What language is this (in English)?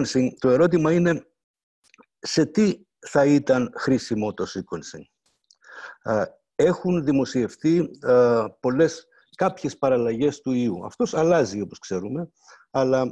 Greek